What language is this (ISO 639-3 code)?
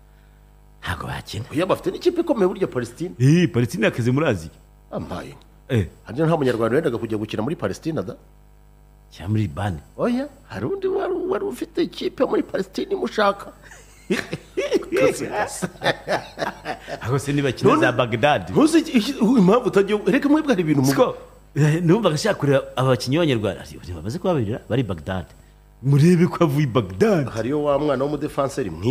kin